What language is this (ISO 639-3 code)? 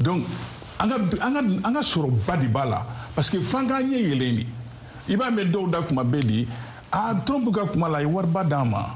bam